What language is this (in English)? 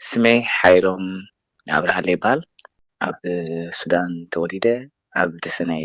Tigrinya